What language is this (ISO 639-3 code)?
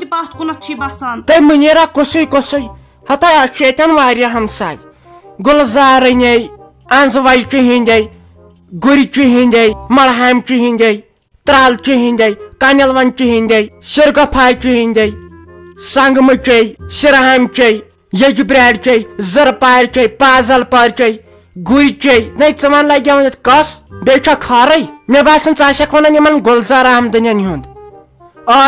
kas